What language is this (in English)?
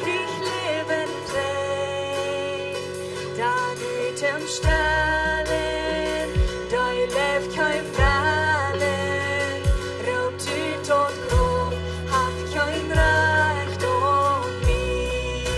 Plautdietsch